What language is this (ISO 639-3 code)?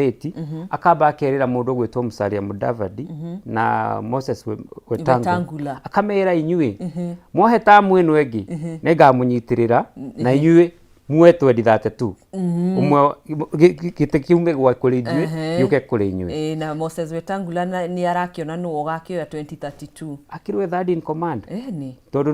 kik